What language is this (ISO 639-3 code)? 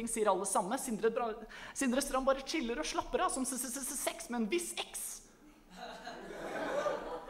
nor